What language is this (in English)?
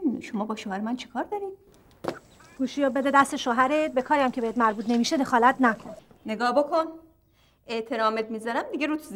Persian